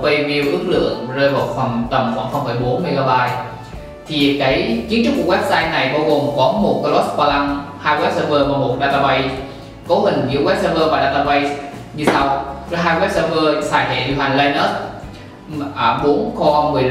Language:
Vietnamese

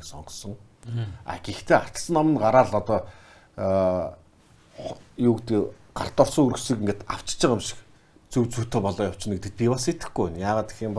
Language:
Mongolian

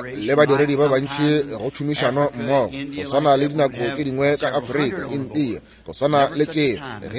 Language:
Northern Sotho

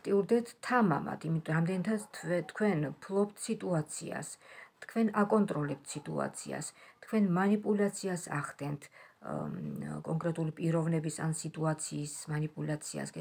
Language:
Georgian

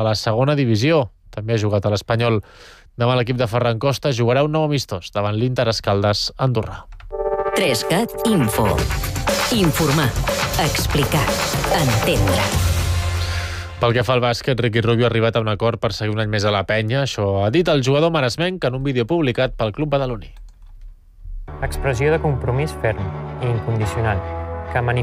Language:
Catalan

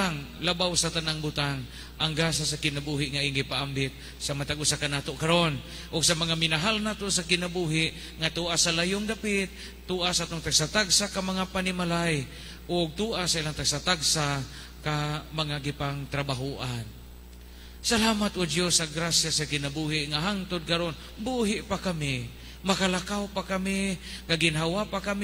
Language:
Cebuano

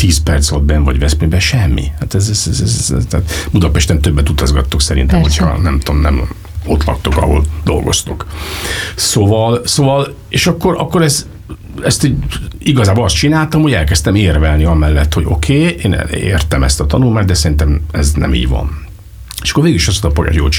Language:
Hungarian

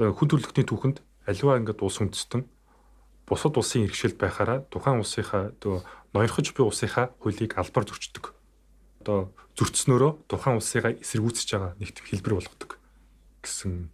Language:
Mongolian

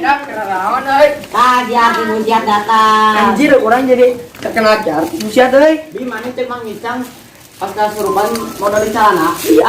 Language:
Sundanese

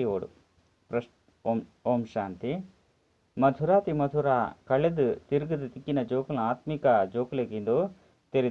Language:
Tulu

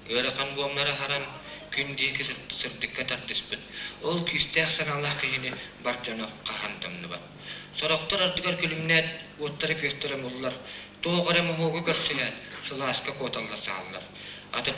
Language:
Yakut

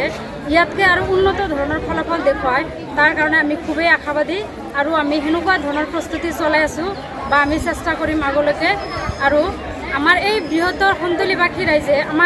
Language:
Assamese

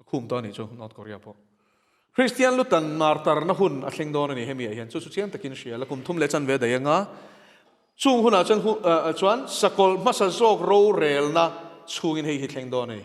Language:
Mizo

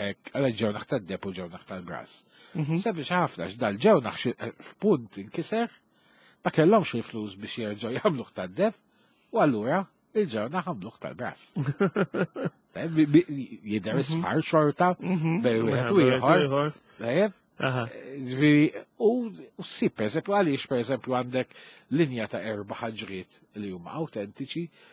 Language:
Maltese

